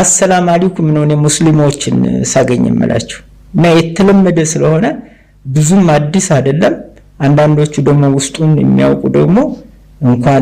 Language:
Amharic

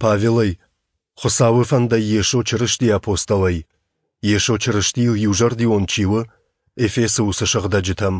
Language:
Ossetic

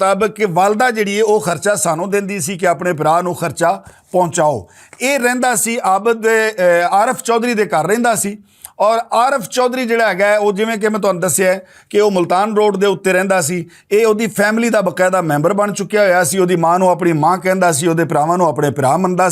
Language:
Western Panjabi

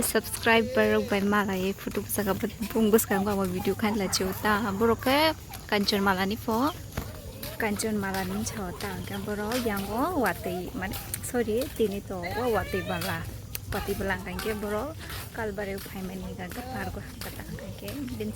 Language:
Kok Borok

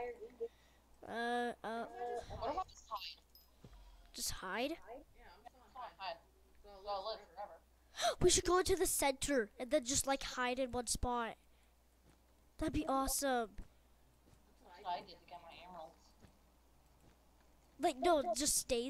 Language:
English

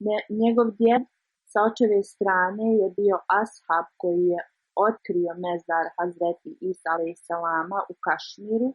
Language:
Bosnian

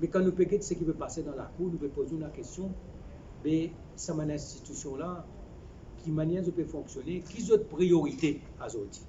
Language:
Morisyen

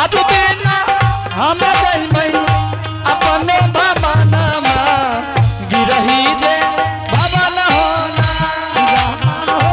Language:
Angika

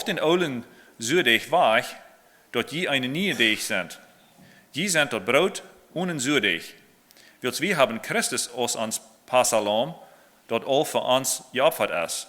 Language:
Plautdietsch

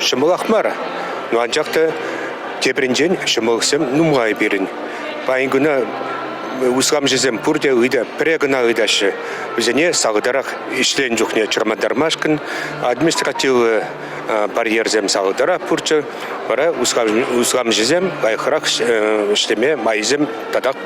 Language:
Chuvash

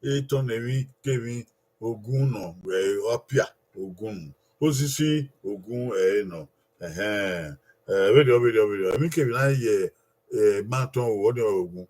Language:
Bini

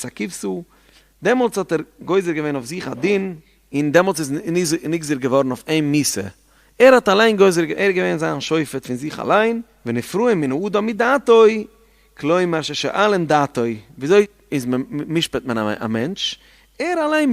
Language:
Yiddish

